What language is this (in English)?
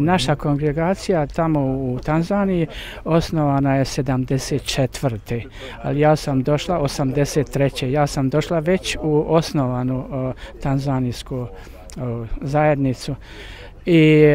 Croatian